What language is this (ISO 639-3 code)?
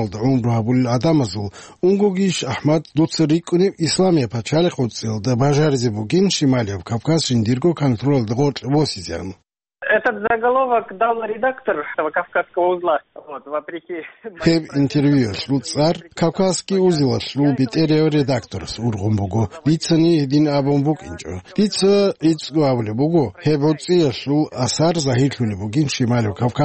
ava